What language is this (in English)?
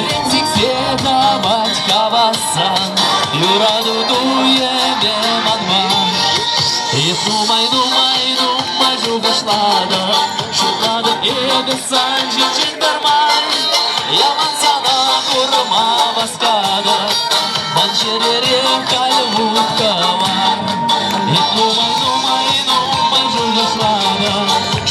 Chuvash